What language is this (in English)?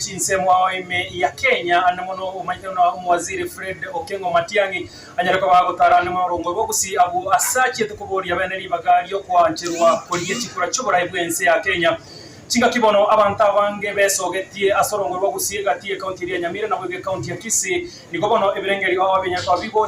Gusii